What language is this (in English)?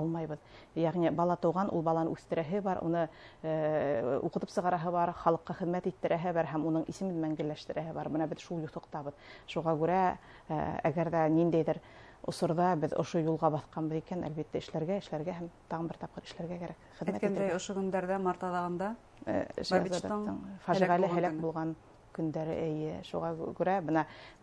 Bashkir